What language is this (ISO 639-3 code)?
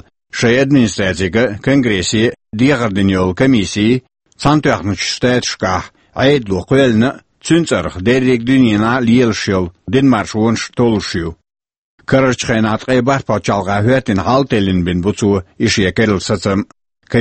che